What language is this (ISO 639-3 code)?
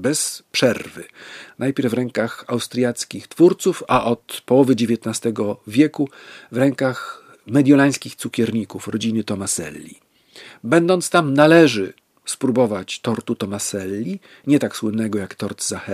pol